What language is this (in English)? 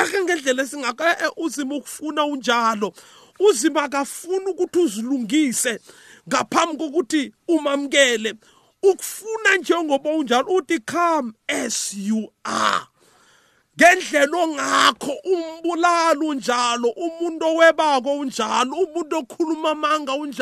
South Ndebele